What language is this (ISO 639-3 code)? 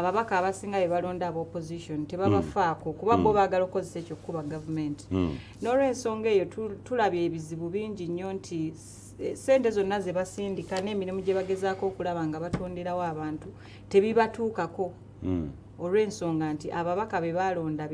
lug